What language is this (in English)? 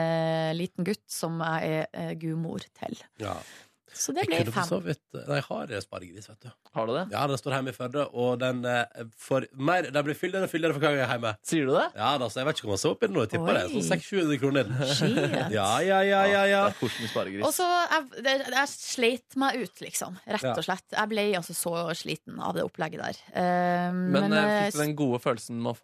Norwegian